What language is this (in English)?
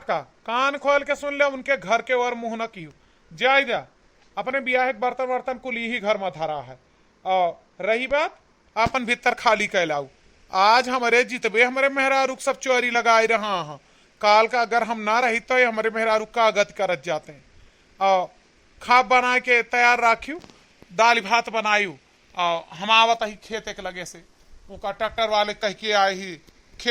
Awadhi